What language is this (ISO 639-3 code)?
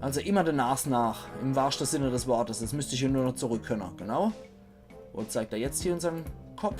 pfl